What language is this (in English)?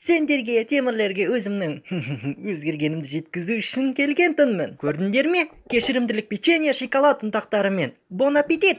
Kazakh